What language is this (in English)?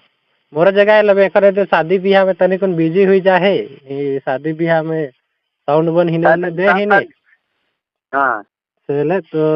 Sadri